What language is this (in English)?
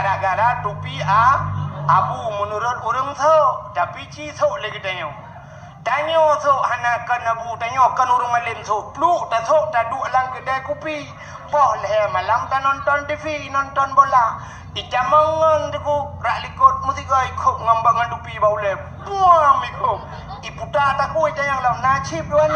Achinese